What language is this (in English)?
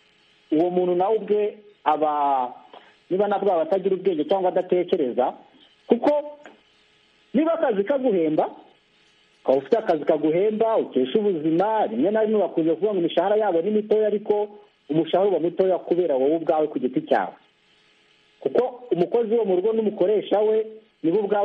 Kinyarwanda